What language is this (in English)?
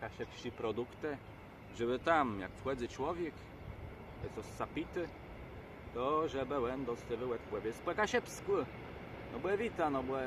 Kashubian